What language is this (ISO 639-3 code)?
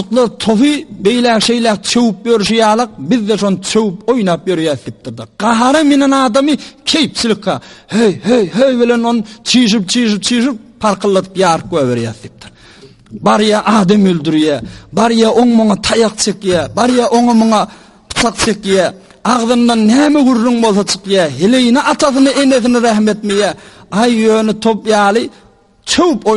tuk